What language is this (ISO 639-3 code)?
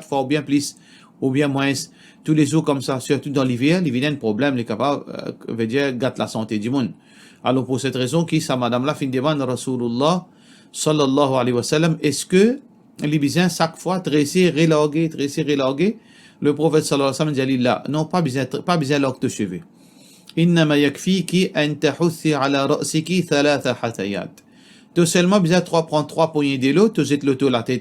mfe